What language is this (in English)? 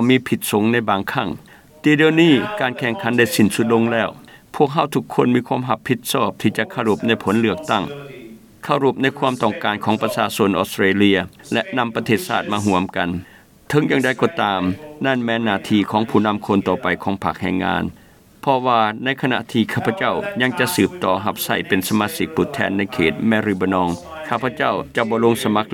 Lao